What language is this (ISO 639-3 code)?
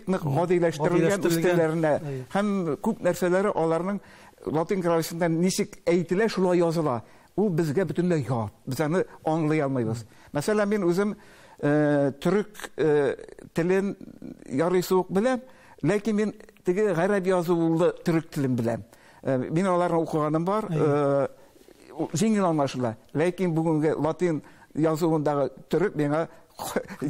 tat